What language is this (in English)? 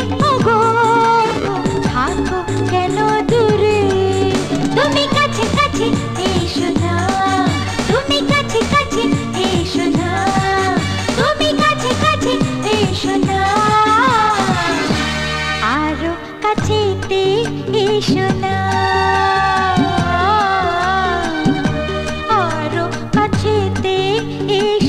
Bangla